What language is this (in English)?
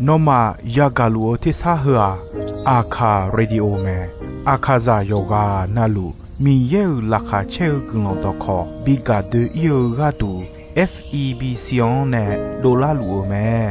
Akha